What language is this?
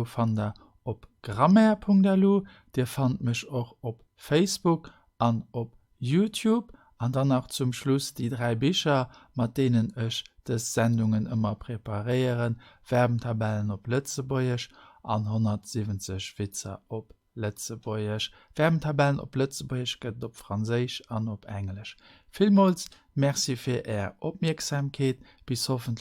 Luxembourgish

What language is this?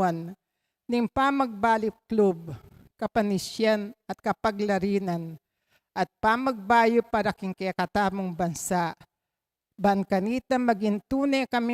Pampanga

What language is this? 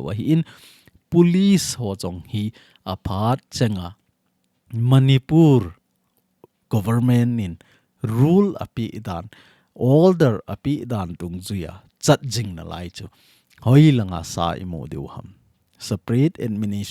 Thado Chin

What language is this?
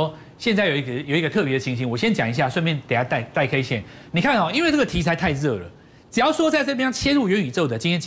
Chinese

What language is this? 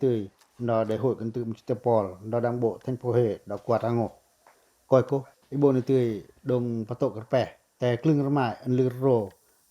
Pacoh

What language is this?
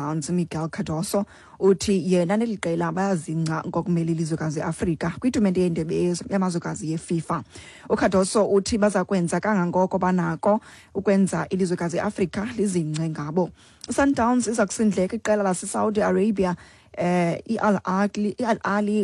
Xhosa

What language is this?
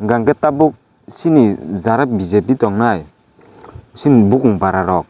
Kok Borok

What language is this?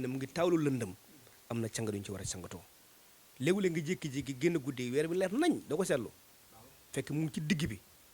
Wolof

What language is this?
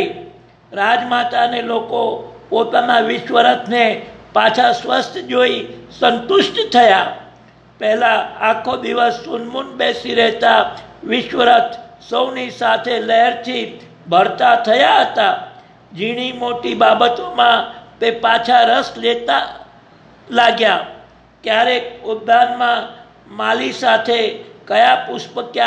Gujarati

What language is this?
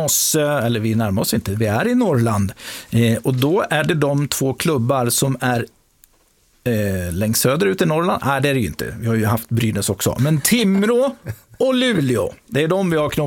Swedish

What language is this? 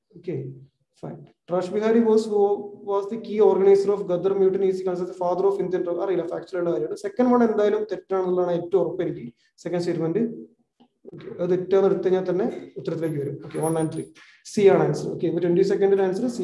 Malayalam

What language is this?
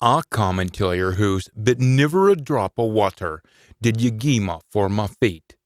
Scots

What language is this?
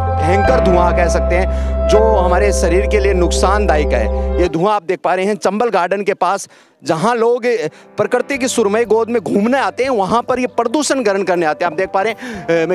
Hindi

